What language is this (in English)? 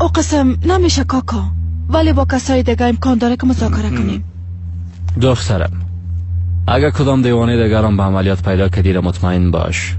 Persian